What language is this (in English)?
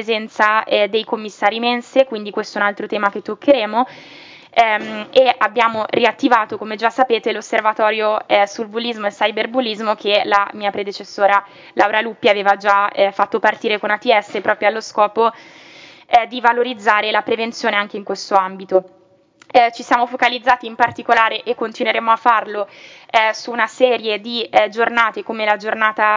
Italian